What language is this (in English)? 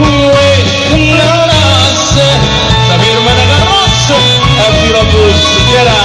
Neapolitan